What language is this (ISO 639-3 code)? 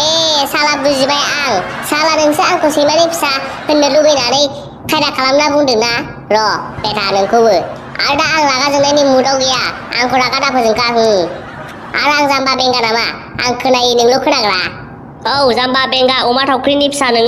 brx